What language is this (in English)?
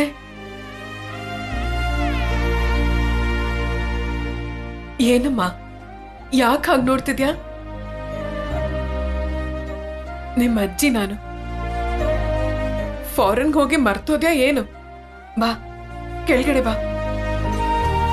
Kannada